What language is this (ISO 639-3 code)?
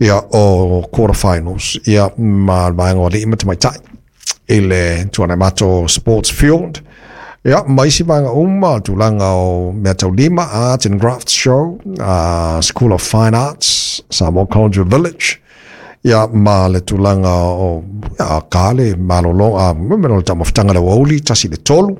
smo